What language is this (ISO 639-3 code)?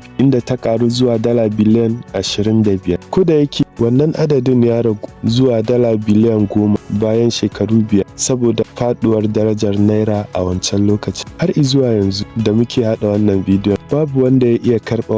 hau